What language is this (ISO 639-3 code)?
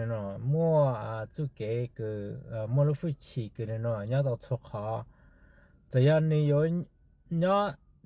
hmn